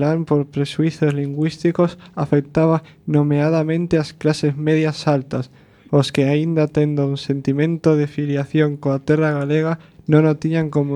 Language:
Galician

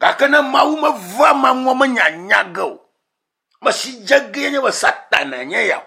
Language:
Ewe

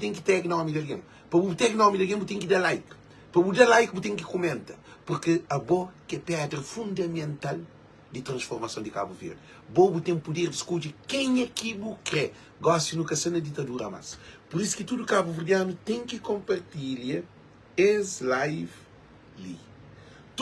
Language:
Kabuverdianu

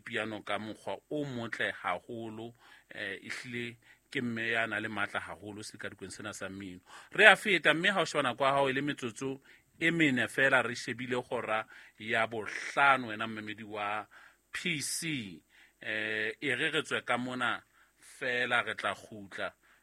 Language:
Southern Sotho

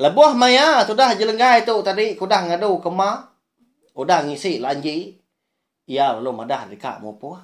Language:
Iban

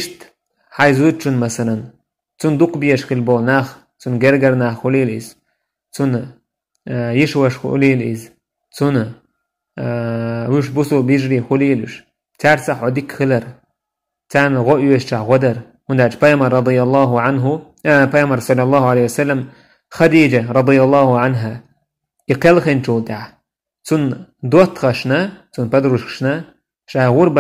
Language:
Chechen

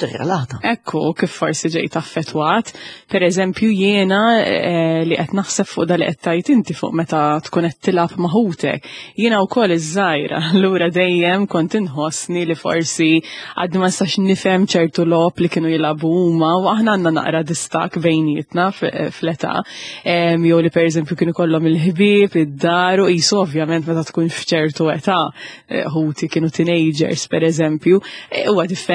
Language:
Maltese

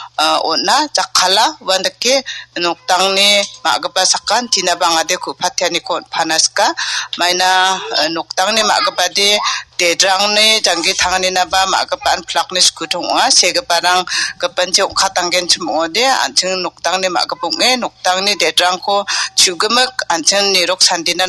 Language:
Garo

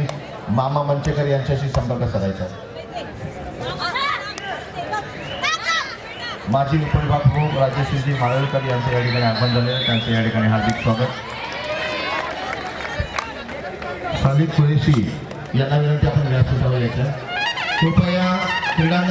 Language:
Marathi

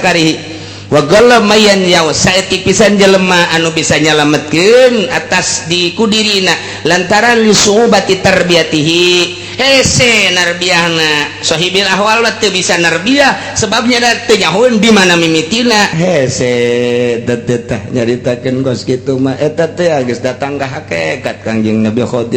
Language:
Sundanese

